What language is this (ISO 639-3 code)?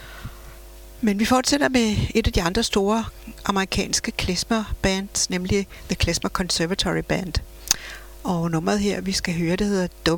dan